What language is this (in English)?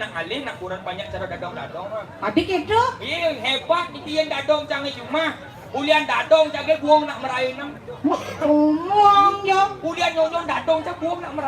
Balinese